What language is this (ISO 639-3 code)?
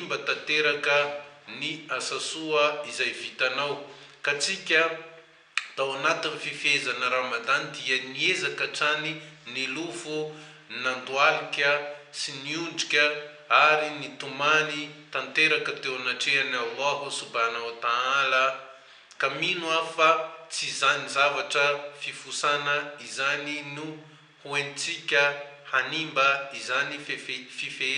mlg